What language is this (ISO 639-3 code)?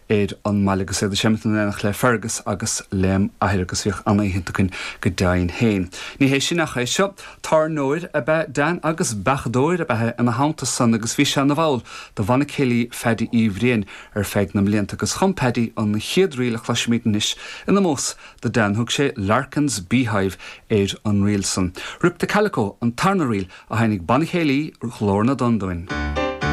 gle